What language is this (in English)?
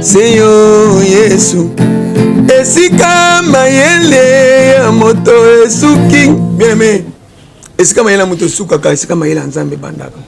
Lingala